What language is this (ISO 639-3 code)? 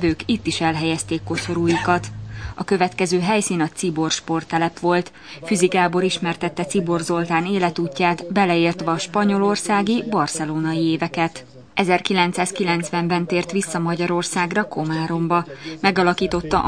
hun